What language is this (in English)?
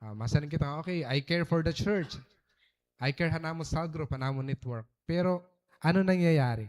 Waray